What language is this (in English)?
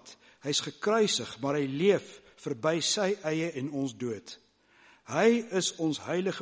Afrikaans